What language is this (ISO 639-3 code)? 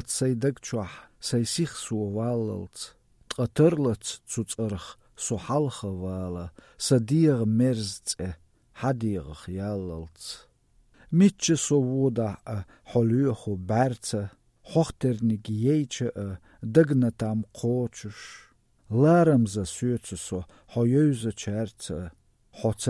slv